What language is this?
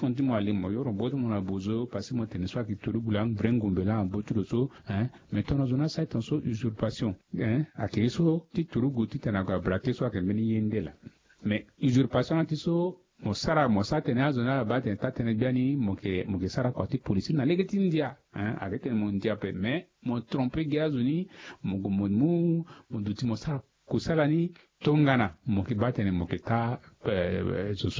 Sango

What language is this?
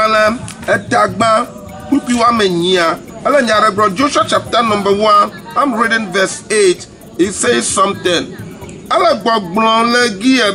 Ewe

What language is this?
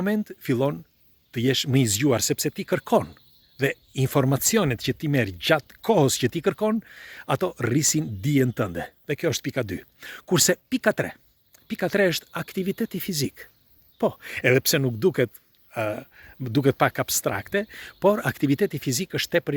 Albanian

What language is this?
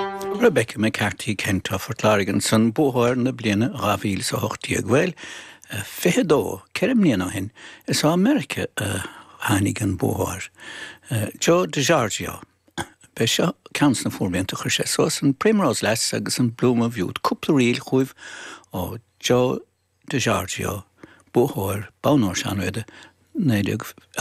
Irish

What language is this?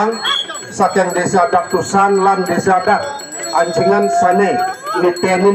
Balinese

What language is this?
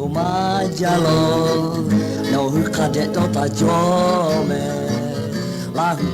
Lahu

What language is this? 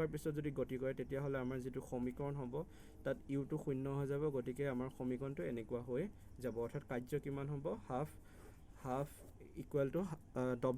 Assamese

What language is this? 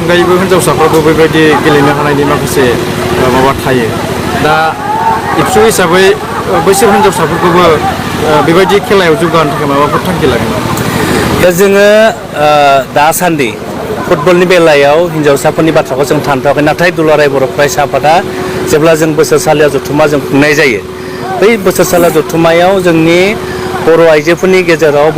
Bodo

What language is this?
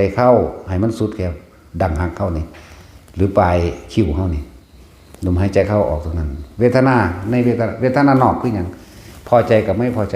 Northeastern Thai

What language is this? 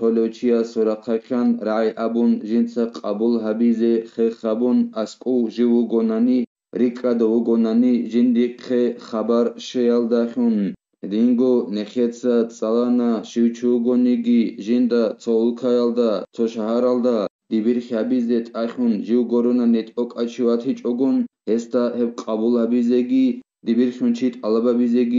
Avaric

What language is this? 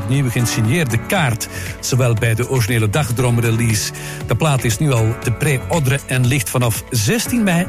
Dutch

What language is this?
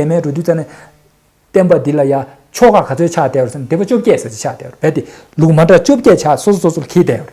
Tibetan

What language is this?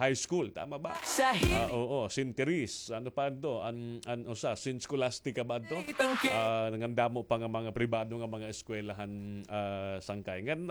Waray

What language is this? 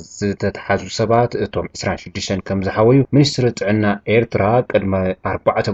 Tigrinya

